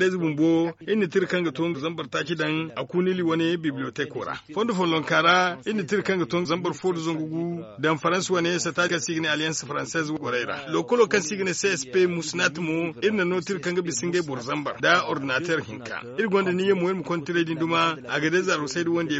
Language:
Zarma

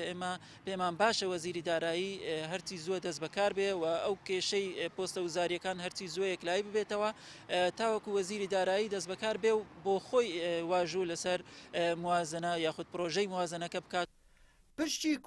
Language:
Central Kurdish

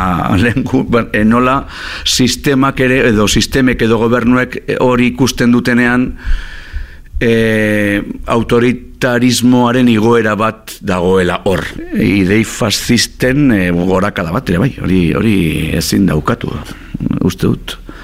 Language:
Basque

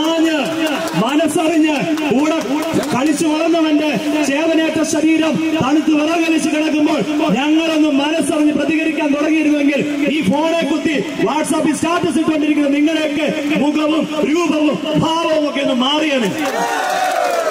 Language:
Malayalam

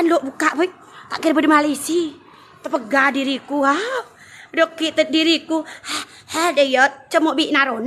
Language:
Madurese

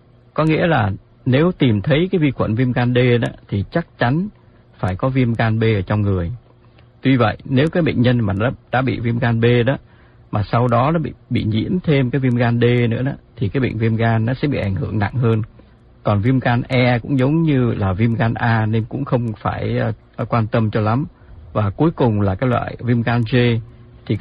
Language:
Vietnamese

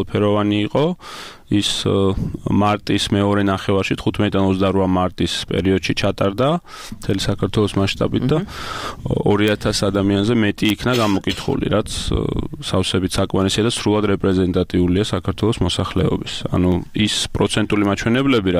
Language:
Georgian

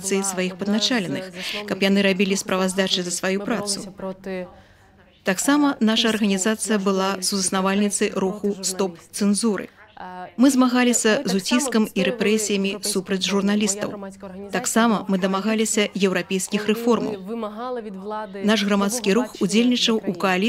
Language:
Belarusian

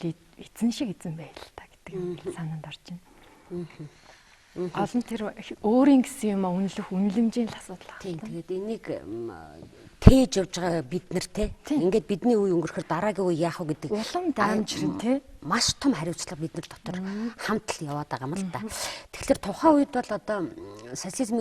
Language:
Mongolian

